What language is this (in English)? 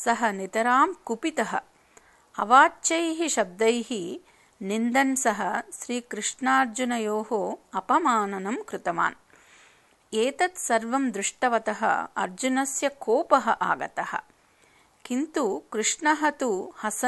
Sanskrit